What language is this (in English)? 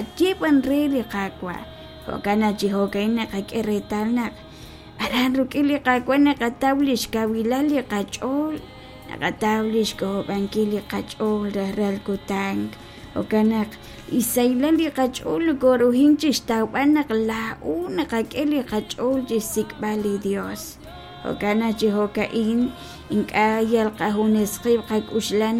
Kekchí